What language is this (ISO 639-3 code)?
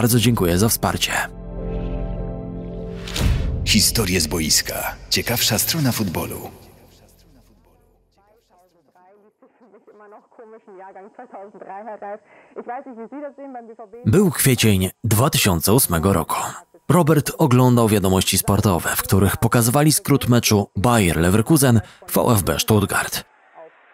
pol